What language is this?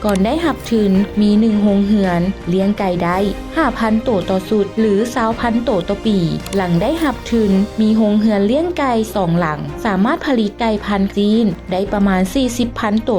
Lao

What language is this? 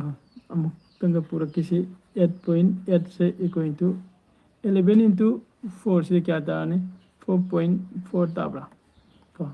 Manipuri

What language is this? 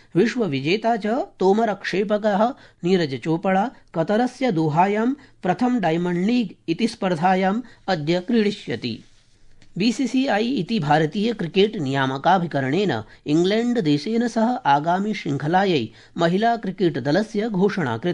Sanskrit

